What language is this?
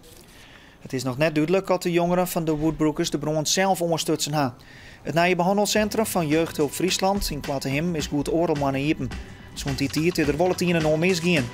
Western Frisian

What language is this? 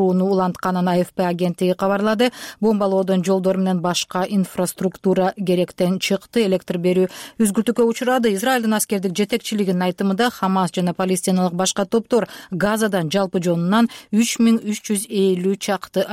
Kyrgyz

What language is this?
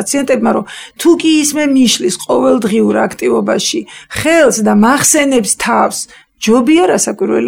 Georgian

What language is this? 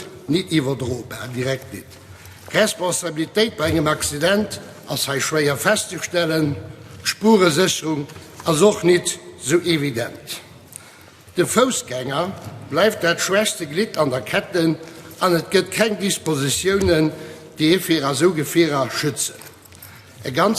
Luxembourgish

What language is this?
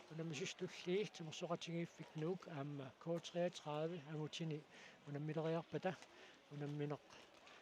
Kalaallisut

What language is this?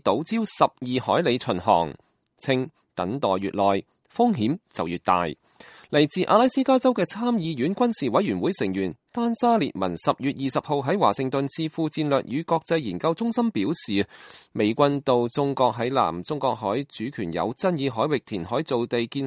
Cantonese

